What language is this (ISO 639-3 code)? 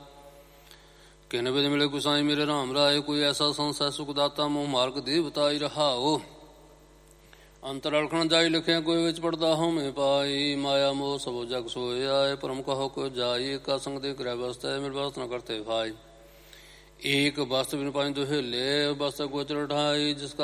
pan